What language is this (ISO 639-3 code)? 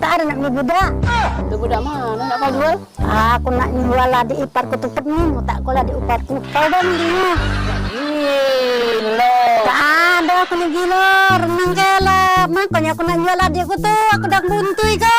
mui